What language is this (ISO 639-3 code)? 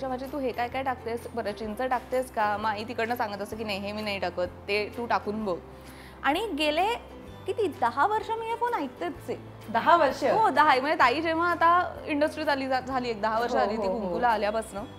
mar